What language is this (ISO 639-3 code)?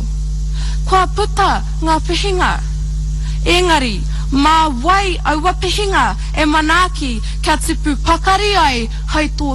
mri